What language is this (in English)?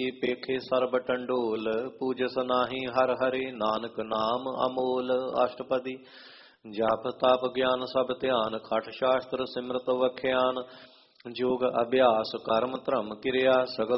Punjabi